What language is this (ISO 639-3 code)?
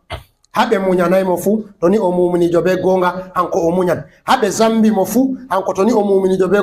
ful